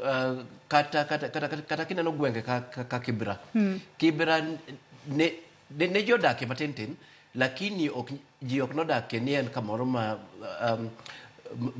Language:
Luo (Kenya and Tanzania)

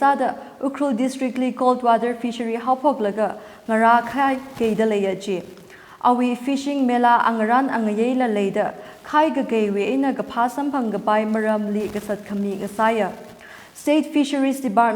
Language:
Tangkhul Naga (India)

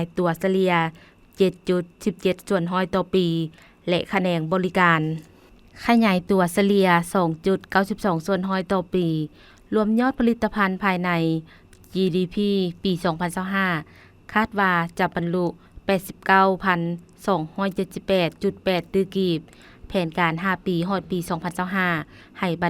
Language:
Lao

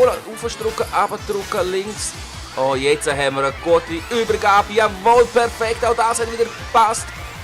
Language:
Swiss German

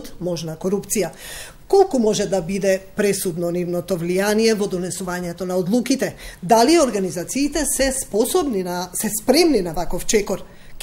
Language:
Macedonian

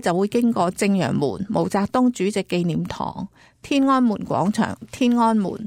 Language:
Cantonese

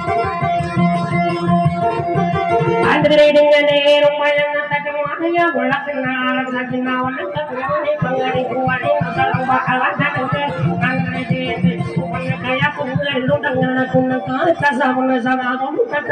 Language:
Indonesian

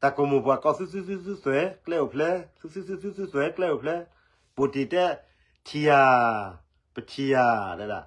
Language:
S'gaw Karen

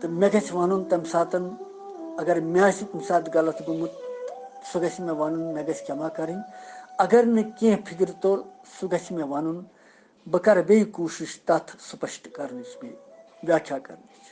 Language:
Kashmiri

